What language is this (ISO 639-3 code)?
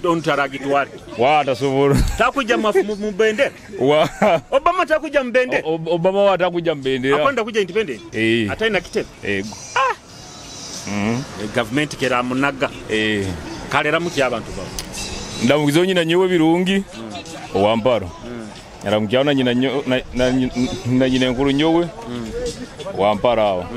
nyo